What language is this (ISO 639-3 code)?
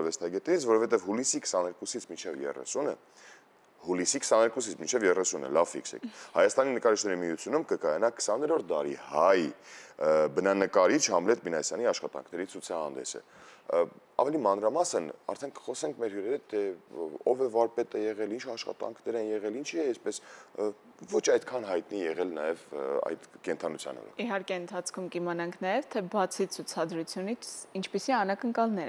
hye